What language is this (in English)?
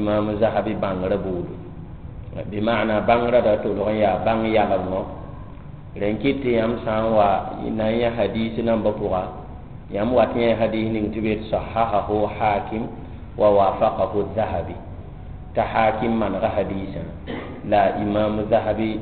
Mossi